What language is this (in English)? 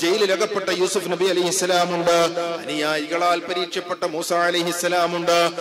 Malayalam